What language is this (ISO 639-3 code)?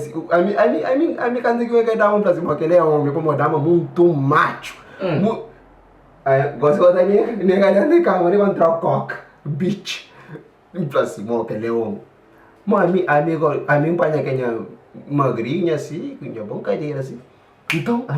kea